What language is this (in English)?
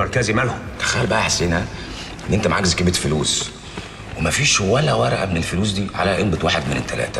Egyptian Arabic